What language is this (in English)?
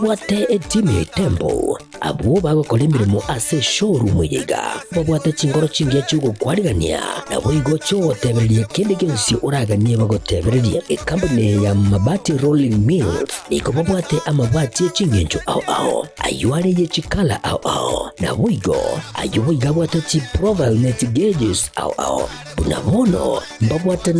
Gusii